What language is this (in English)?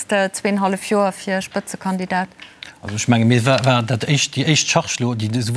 Luxembourgish